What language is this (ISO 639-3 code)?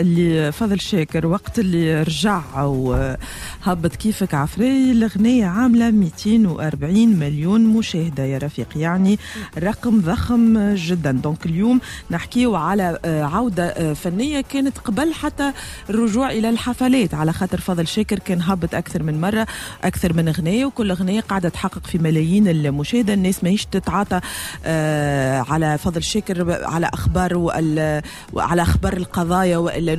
aeb